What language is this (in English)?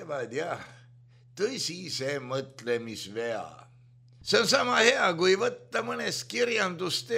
Estonian